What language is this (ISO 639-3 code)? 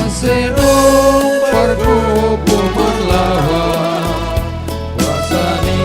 bts